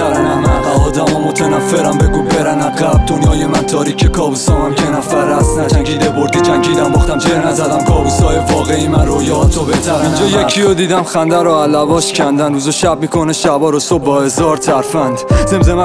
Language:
Persian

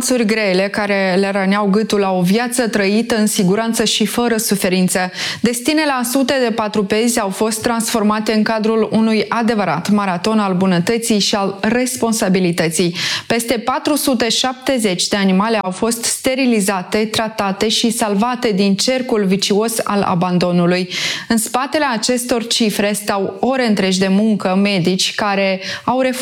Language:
Romanian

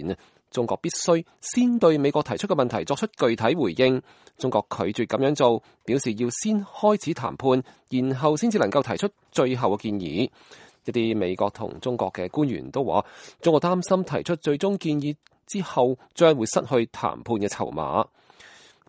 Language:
Cantonese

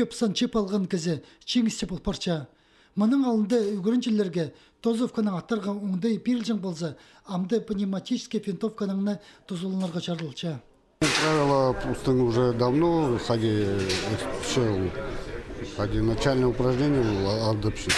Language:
Khakas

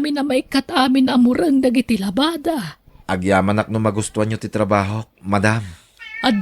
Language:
Iloko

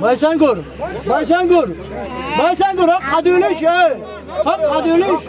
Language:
Chechen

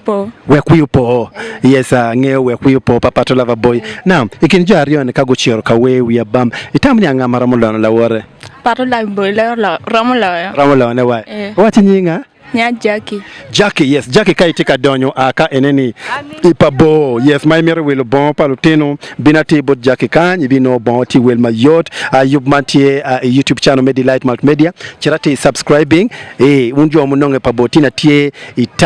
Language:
Acoli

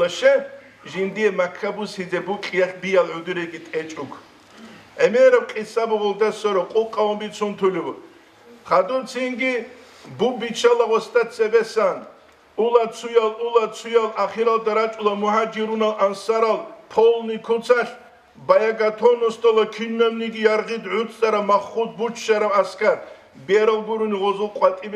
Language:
Avaric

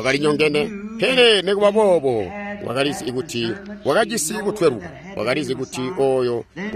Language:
Tonga (Zambia)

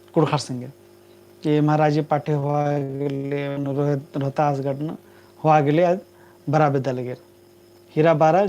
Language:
Kurukh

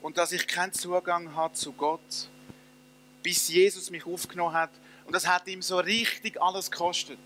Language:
Swiss German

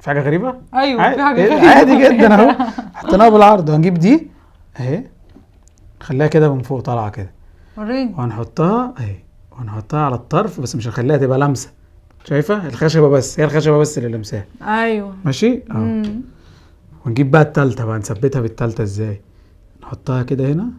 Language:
Egyptian Arabic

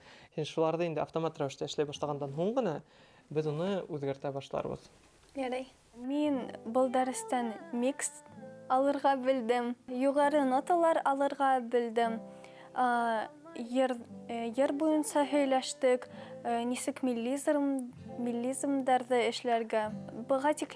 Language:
Bashkir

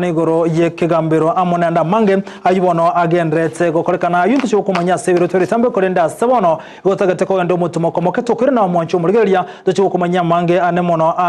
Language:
Gusii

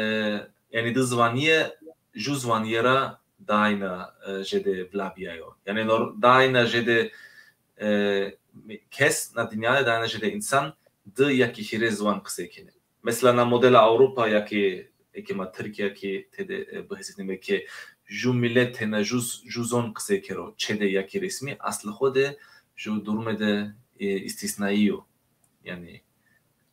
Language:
Zaza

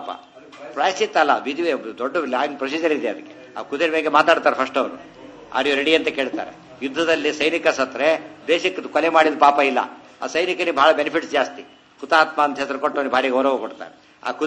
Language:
Kannada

